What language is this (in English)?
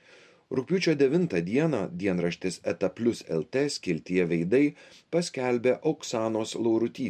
Lithuanian